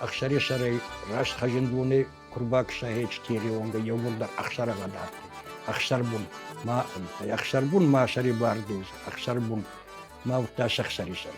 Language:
Ossetic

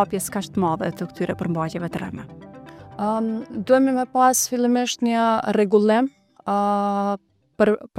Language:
Albanian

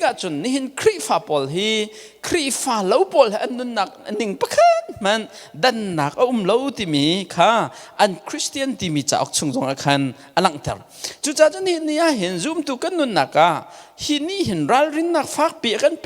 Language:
Hakha Chin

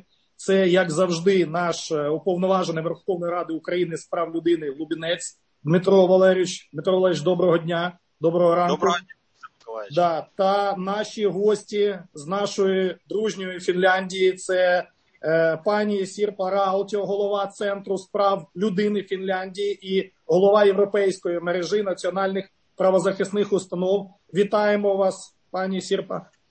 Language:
Ukrainian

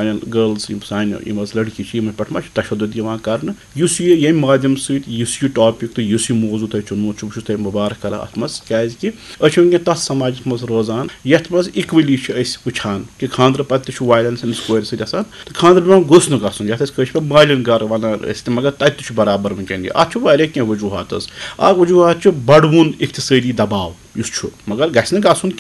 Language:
Kashmiri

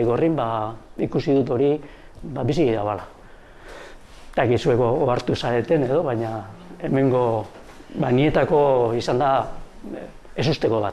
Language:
Basque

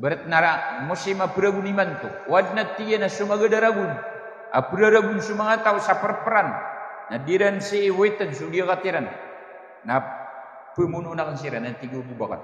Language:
Maranao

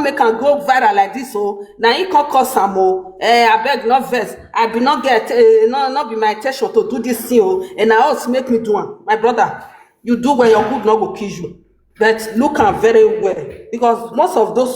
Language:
Nigerian Pidgin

